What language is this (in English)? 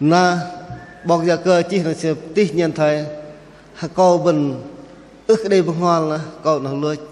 Bahnar